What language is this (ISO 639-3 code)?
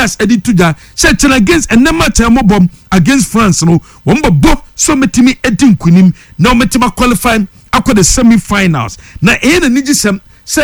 aka